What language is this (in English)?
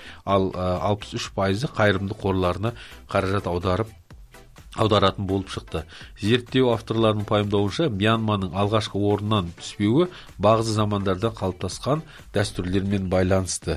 Kazakh